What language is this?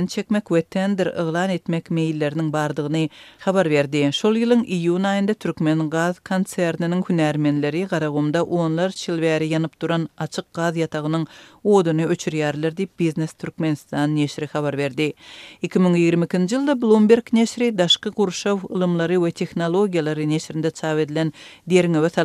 Kyrgyz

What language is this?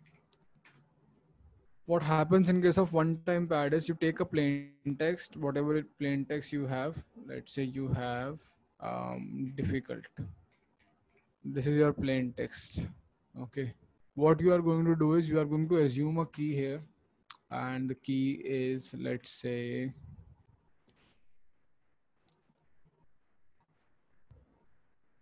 English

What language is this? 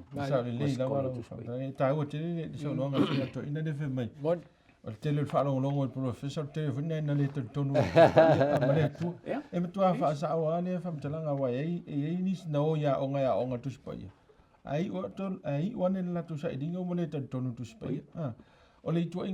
Samoan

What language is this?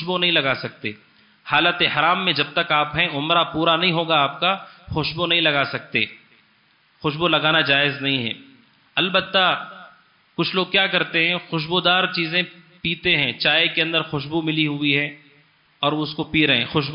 Urdu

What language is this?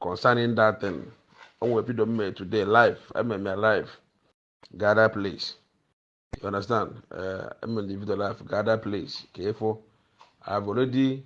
Igbo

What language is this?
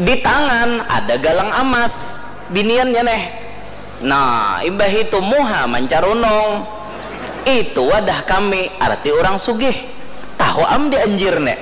Banjar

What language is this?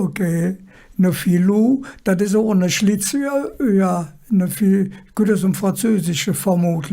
Colognian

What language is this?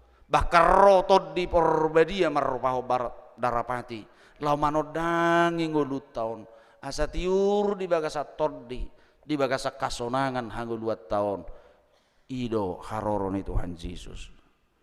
Batak Toba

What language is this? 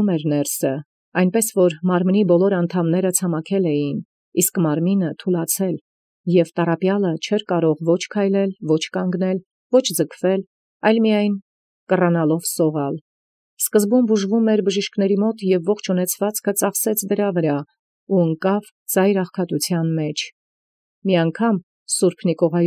Armenian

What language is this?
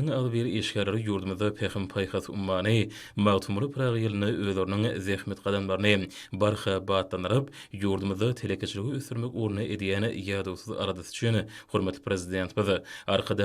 Turkmen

